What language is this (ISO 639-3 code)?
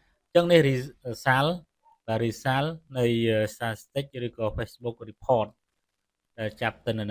khm